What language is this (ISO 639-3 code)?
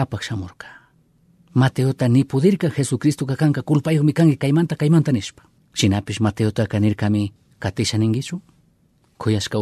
qug